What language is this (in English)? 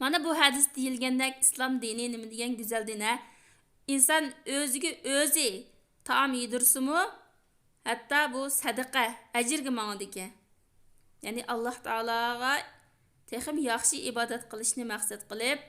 Uyghur